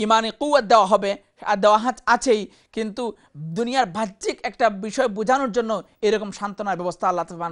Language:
Bangla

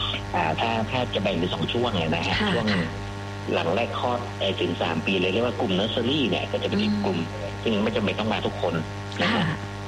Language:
Thai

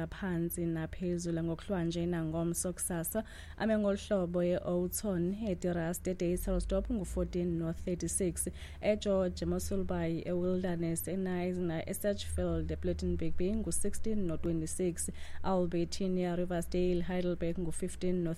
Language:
Xhosa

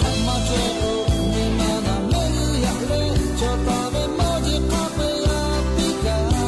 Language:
Lahu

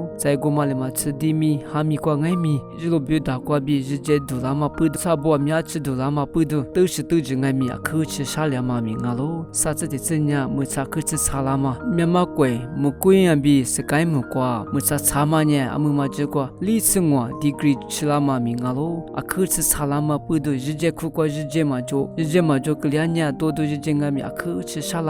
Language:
Lisu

